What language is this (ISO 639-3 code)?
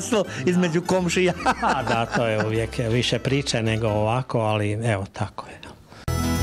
hrv